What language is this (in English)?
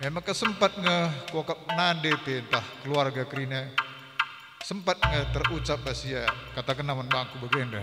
Batak Karo